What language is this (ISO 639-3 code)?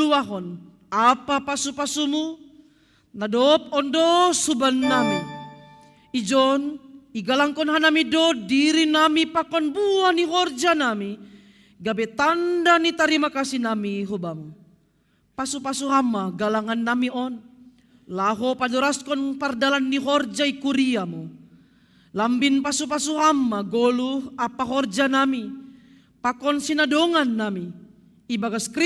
bts